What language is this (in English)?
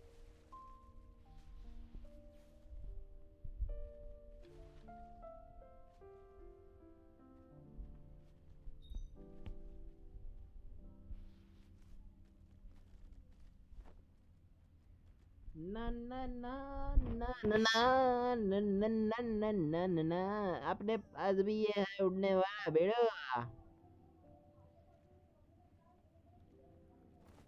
Hindi